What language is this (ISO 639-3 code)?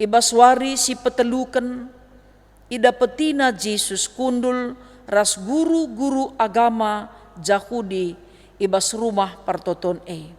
btx